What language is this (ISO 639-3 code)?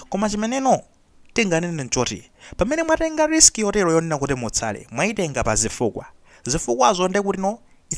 nya